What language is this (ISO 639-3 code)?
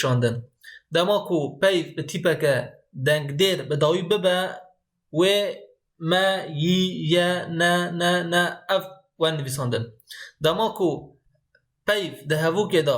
kur